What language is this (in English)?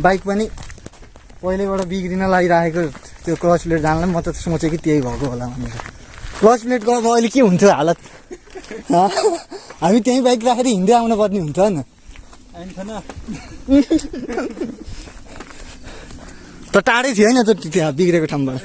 Nepali